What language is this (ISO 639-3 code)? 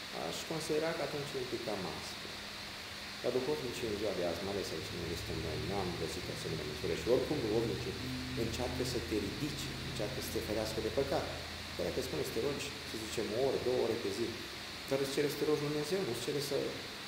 ron